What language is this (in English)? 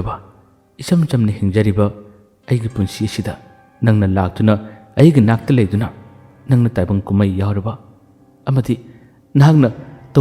Manipuri